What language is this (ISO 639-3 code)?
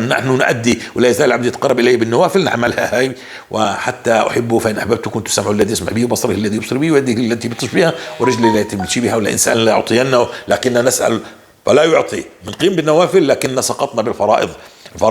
apc